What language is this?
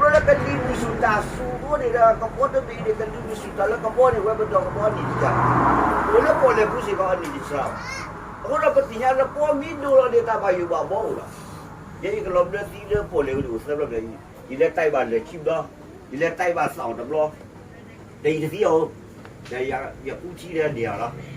S'gaw Karen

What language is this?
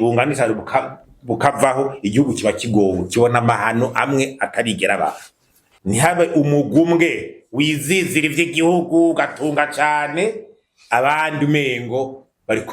Rundi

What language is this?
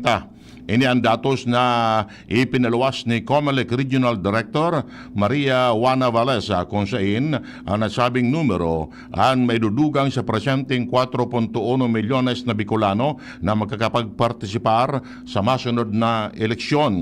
Bikol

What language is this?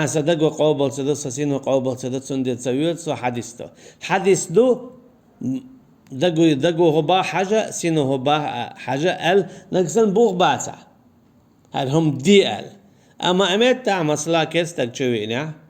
Chechen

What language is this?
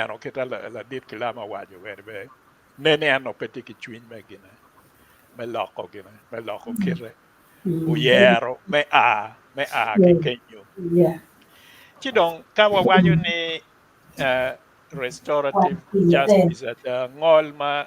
Acoli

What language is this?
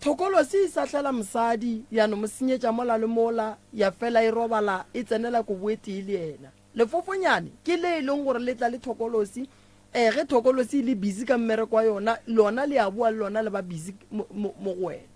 Northern Sotho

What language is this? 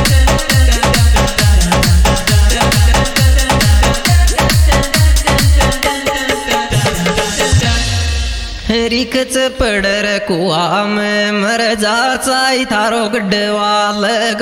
Haryanvi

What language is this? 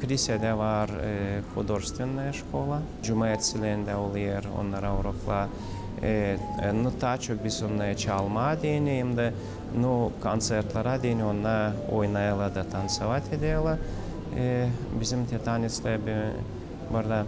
Gagauz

